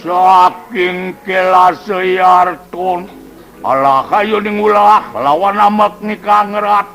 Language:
Balinese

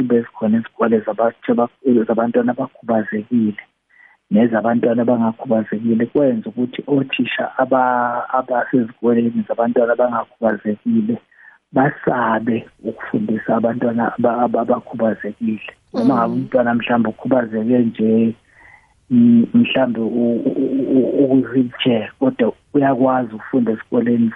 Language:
South Ndebele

